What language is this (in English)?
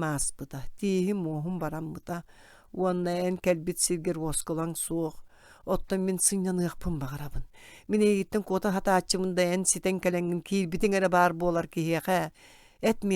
Yakut